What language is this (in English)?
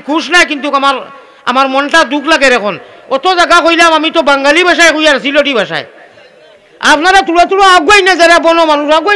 Sylheti